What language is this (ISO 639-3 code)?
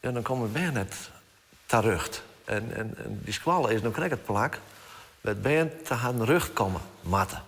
fry